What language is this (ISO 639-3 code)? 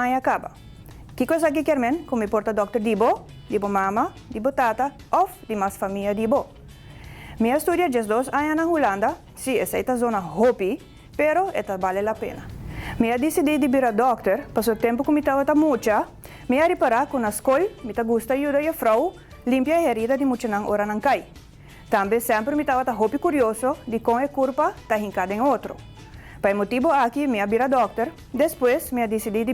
pap